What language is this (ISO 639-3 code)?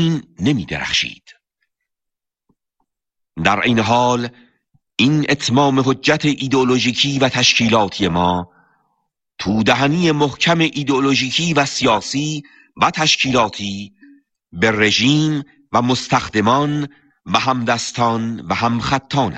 fas